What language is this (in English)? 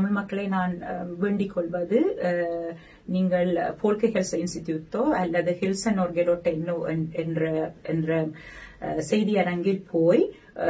Tamil